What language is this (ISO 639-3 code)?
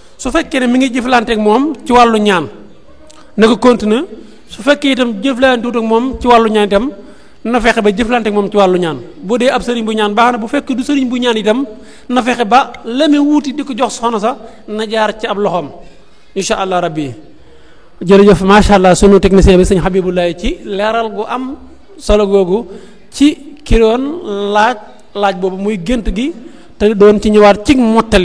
wol